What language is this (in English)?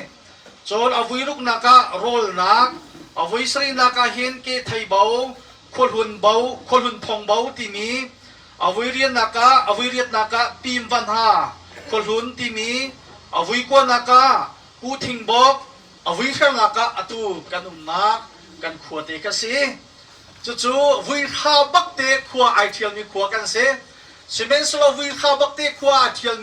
Hakha Chin